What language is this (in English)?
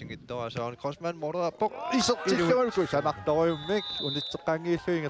Kalaallisut